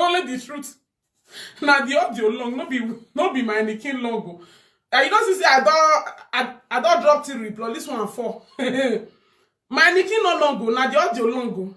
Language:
Nigerian Pidgin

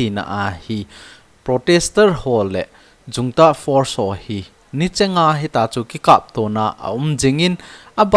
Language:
Thado Chin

